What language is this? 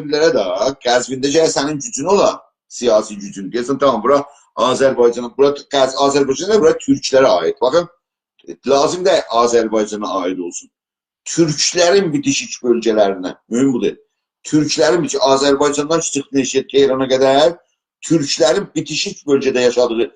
South Azerbaijani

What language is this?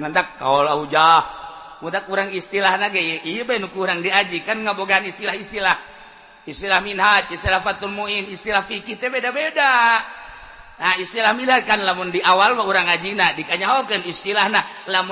Sundanese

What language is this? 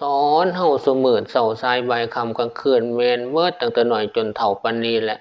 Northeastern Thai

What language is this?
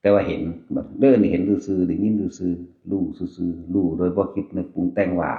Northeastern Thai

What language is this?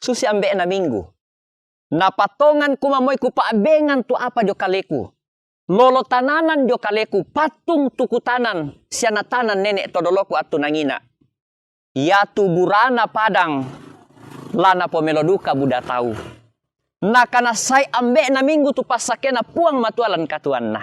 Toraja-Sa'dan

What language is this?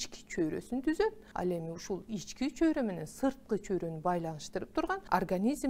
Kyrgyz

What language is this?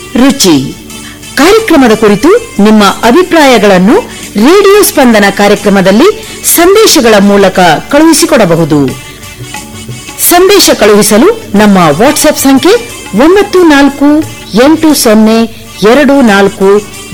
Kannada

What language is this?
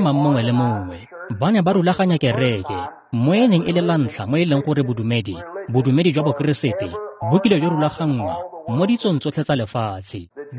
Tswana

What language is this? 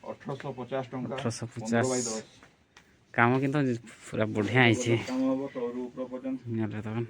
Santali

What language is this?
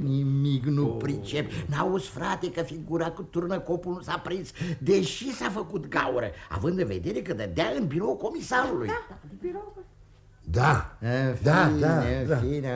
Romanian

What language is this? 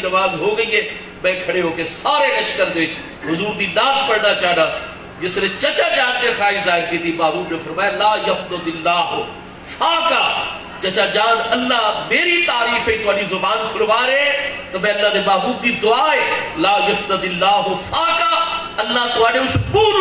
Saraiki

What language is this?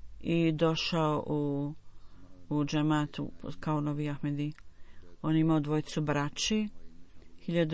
Bosnian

